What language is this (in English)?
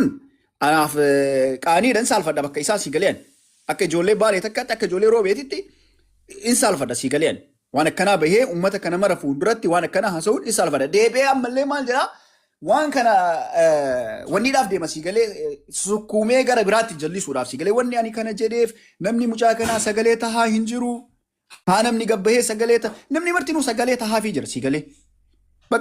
Oromo